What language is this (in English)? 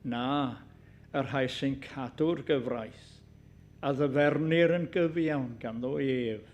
Welsh